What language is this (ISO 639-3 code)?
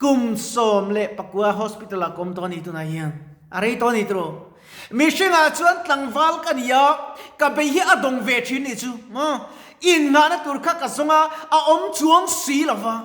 lus